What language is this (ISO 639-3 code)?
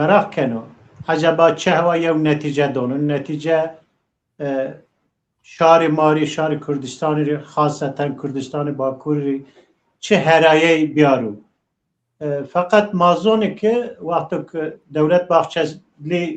zza